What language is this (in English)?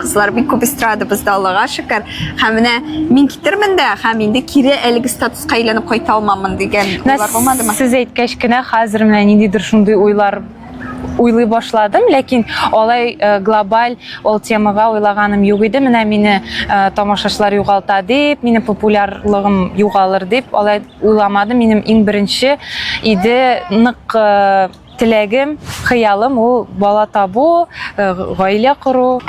Tatar